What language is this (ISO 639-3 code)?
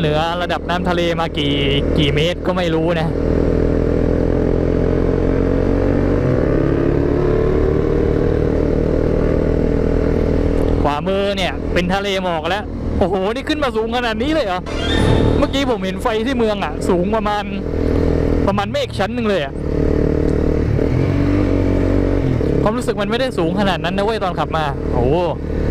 tha